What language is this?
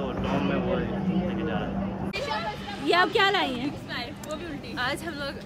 Hindi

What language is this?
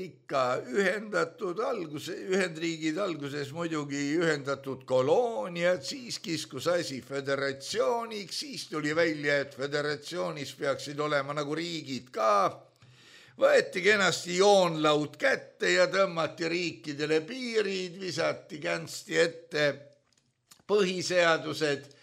Estonian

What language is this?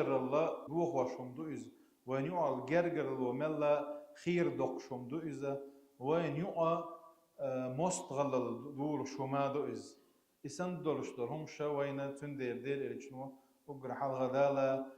Chechen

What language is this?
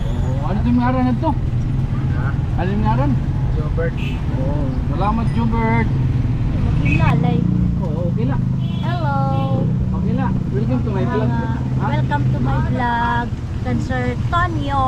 Waray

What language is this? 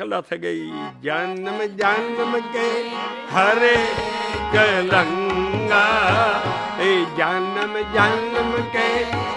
Punjabi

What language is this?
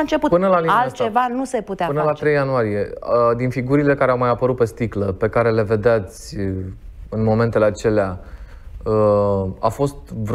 Romanian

